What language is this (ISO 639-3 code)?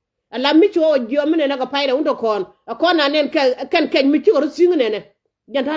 nus